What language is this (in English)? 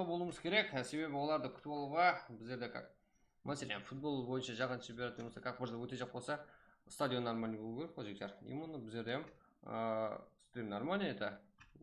Kara-Kalpak